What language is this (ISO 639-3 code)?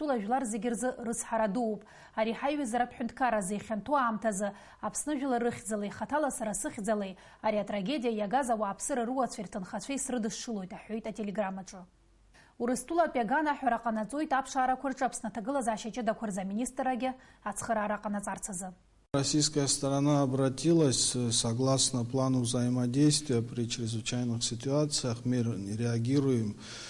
abk